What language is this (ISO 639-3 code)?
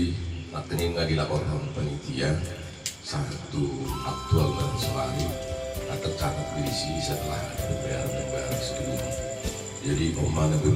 bbc